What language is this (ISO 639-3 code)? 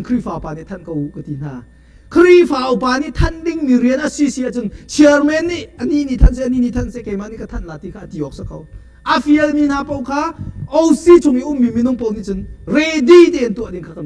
cnh